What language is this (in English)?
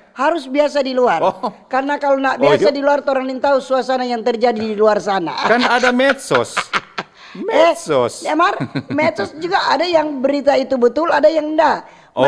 Manado Malay